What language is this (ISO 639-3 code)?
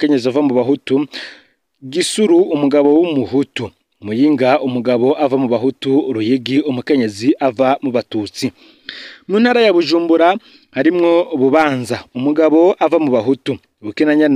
run